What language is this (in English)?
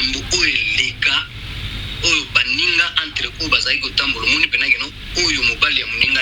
Lingala